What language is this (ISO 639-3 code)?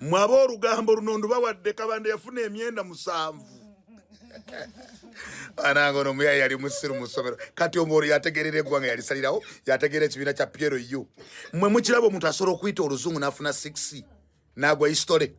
lug